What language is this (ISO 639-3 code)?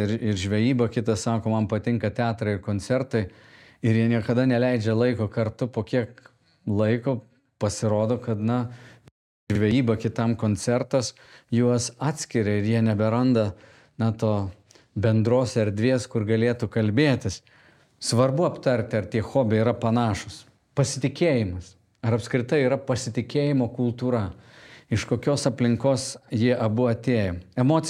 lit